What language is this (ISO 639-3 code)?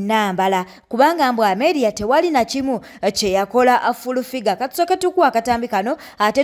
lug